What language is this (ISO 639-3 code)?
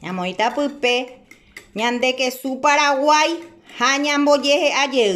grn